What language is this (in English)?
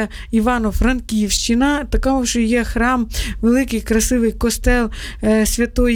Ukrainian